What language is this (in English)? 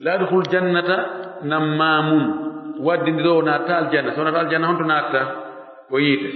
Fula